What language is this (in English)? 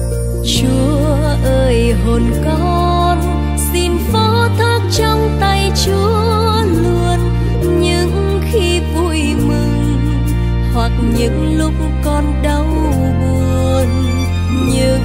Vietnamese